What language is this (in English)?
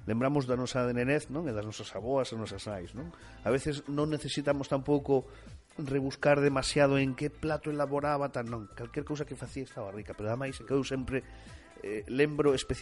Galician